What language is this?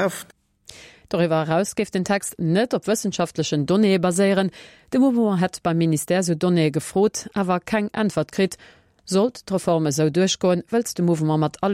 Luxembourgish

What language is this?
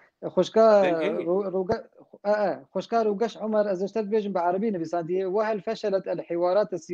Kurdish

